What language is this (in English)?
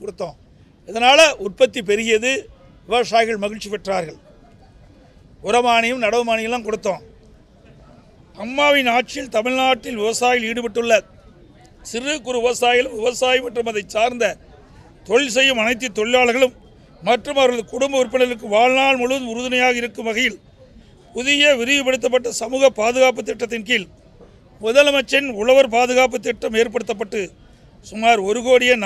Tamil